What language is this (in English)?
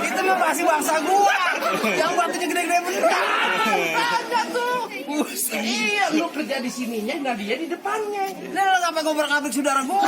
Betawi